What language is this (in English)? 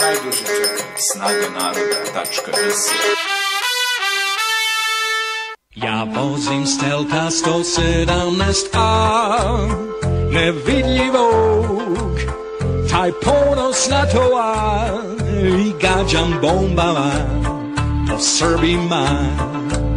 Serbian